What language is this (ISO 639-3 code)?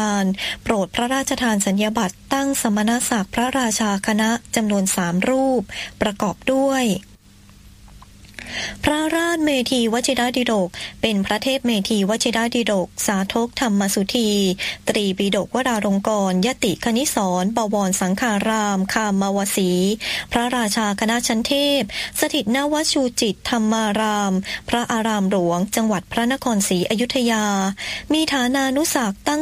tha